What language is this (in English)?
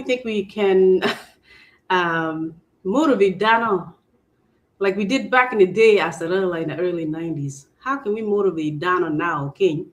Acoli